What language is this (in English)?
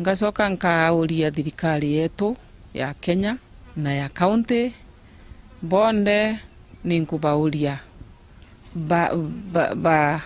Meru